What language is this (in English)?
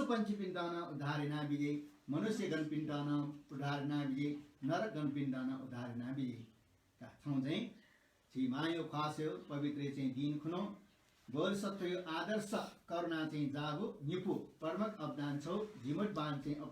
Newari